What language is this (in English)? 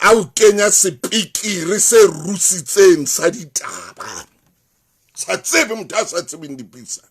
Southern Sotho